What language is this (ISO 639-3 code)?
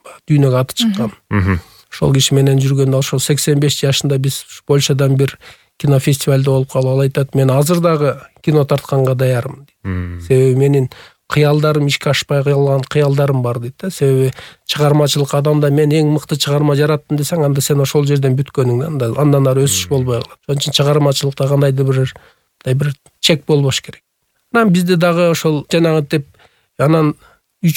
kir